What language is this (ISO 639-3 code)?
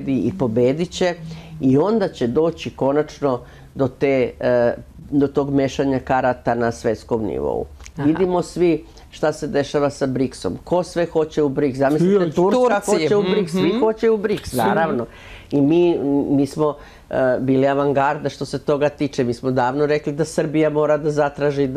srp